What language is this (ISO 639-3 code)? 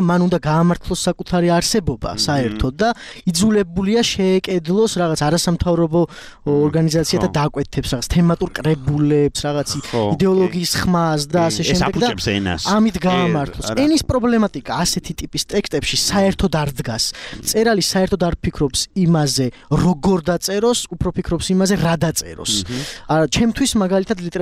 kat